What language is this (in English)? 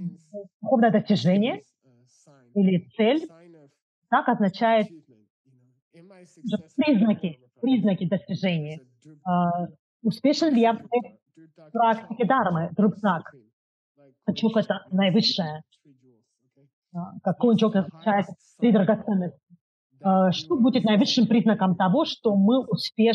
Russian